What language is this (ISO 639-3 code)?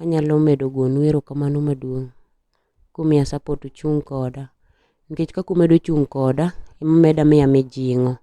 luo